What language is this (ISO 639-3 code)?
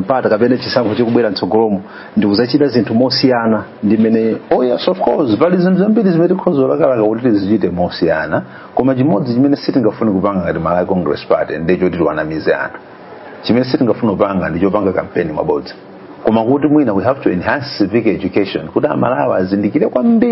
nya